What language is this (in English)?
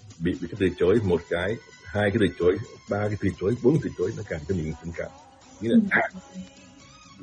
Vietnamese